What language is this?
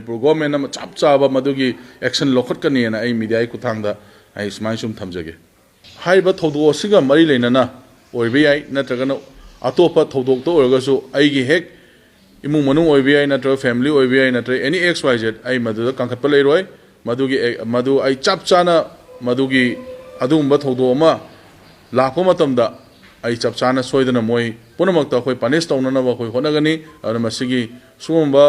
Manipuri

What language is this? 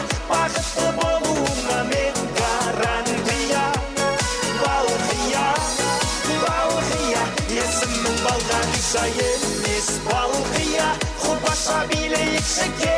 Kara-Kalpak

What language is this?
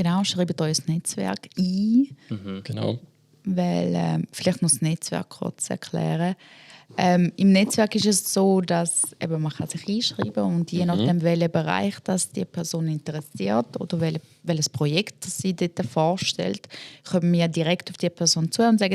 Swiss German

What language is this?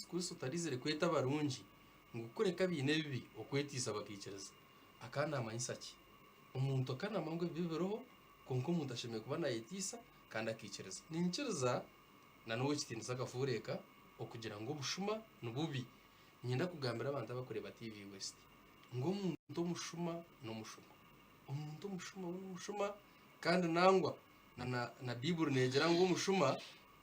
Nyankole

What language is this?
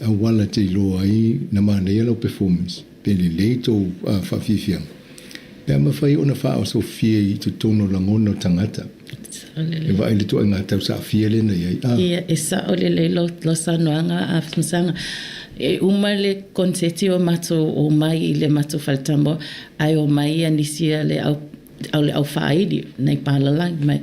Samoan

